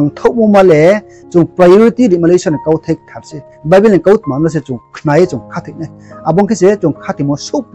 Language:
Riang (India)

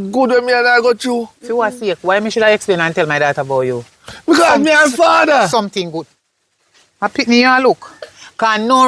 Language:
Jamaican Creole English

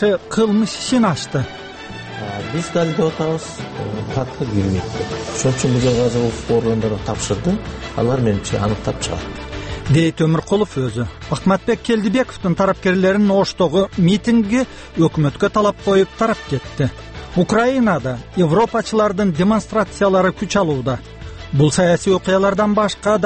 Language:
Kyrgyz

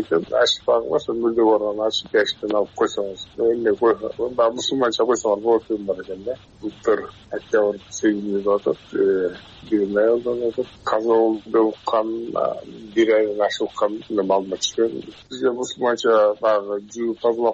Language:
Kyrgyz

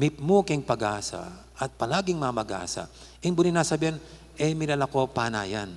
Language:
Pampanga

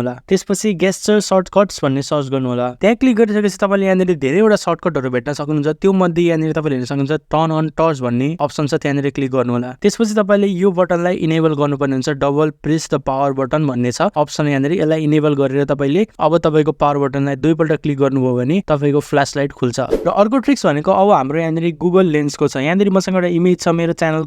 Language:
Nepali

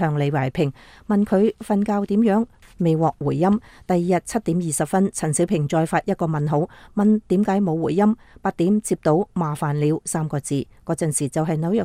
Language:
Cantonese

